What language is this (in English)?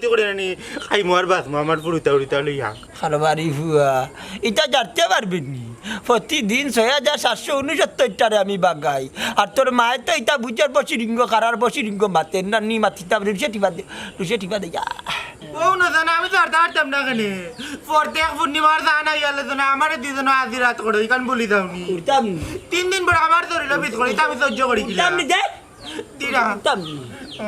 Sylheti